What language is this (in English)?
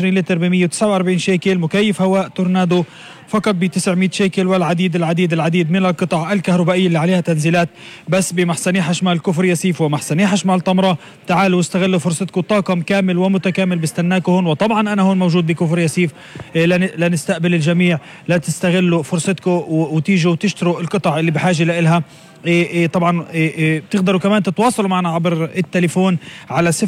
North Levantine Arabic